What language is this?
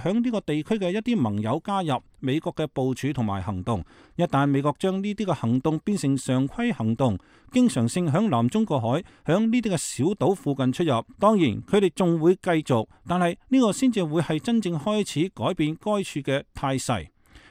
Cantonese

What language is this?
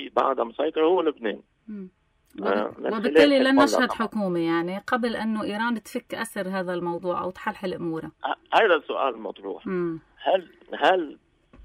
North Levantine Arabic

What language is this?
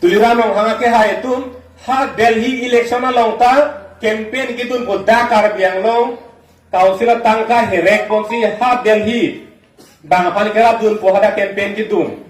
Karbi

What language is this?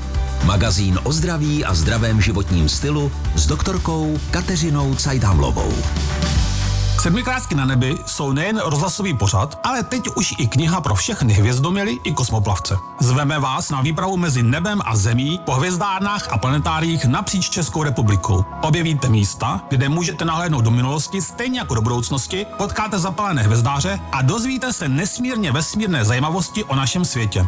Czech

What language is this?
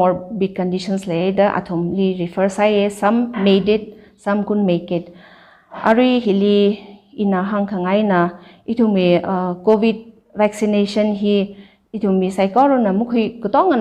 Tangkhul Naga (India)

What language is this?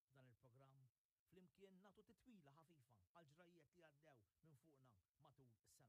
Maltese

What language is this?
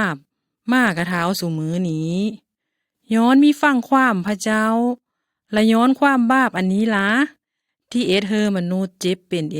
Lao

